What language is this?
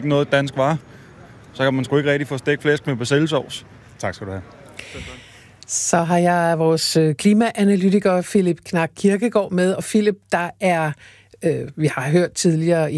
Danish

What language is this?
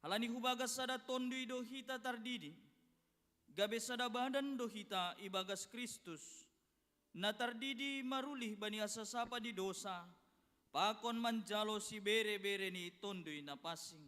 Batak Simalungun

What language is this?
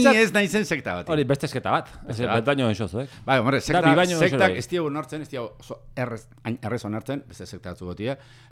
Basque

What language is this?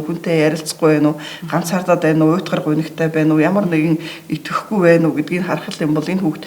Mongolian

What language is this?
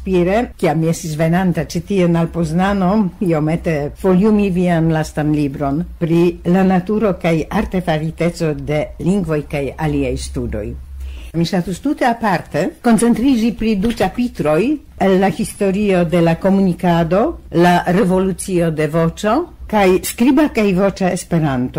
Esperanto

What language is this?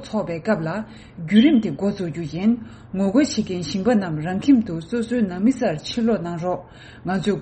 Tibetan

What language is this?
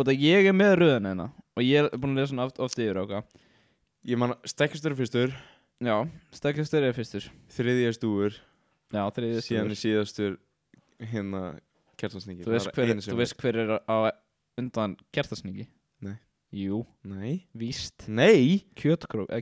Icelandic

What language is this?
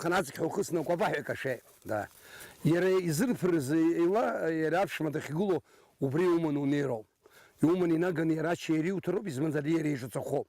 Abkhazian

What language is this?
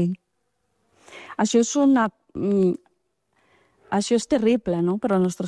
Catalan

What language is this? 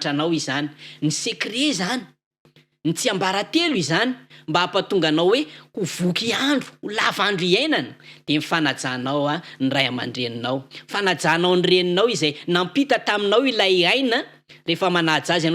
Malagasy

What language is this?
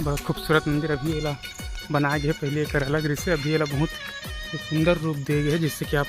Chhattisgarhi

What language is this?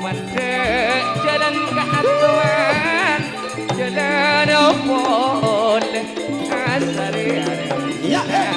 Madurese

